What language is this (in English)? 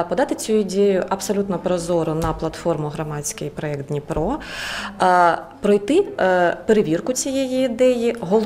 Ukrainian